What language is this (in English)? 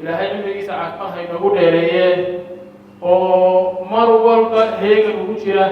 Somali